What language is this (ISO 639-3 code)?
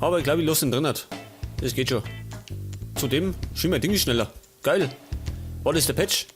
bar